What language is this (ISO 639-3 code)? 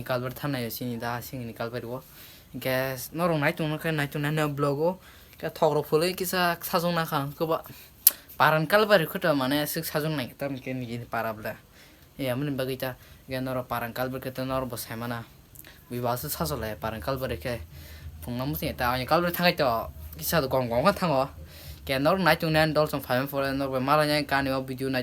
trp